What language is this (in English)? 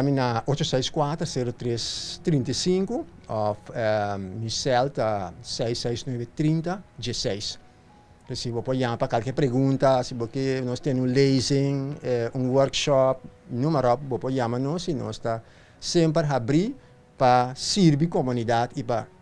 Papiamento